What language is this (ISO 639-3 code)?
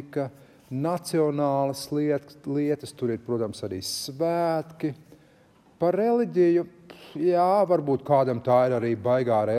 lav